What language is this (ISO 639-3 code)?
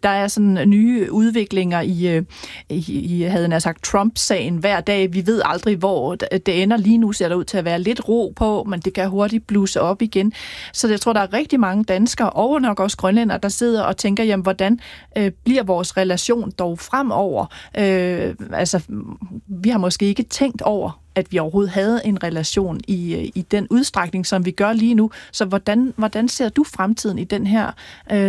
dan